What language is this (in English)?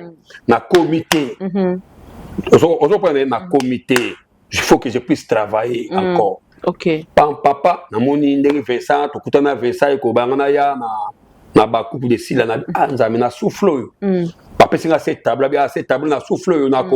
Lingala